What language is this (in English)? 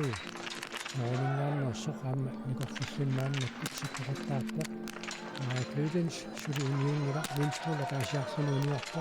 Kalaallisut